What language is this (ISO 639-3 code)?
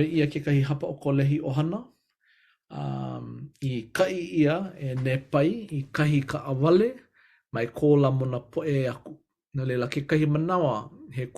haw